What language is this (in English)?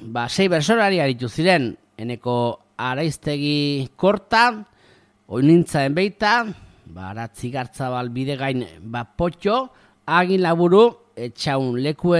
Basque